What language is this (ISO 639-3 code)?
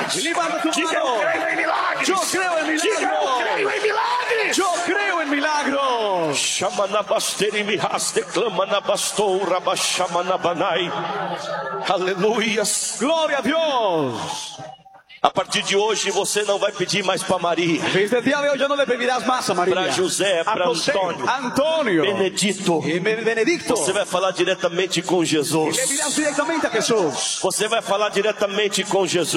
por